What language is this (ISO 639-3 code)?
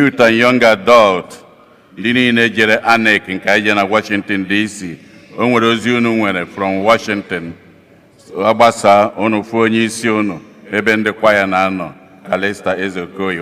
ibo